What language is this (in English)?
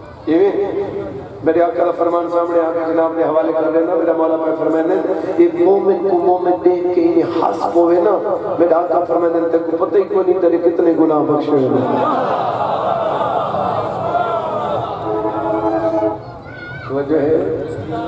Urdu